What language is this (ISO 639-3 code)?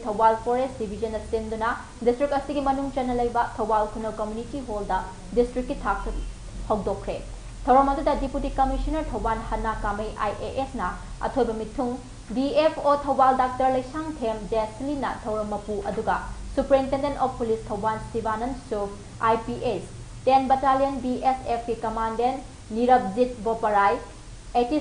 mni